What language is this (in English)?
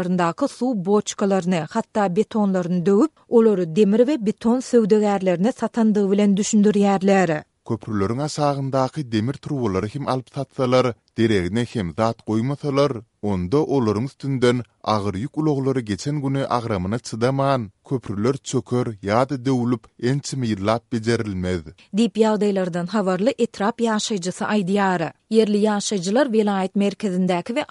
Turkmen